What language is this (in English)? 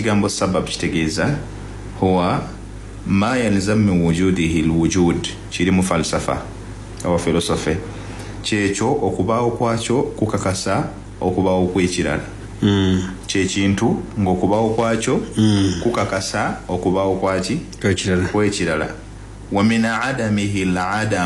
Ganda